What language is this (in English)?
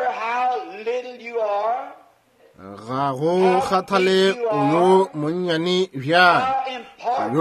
Northern Sotho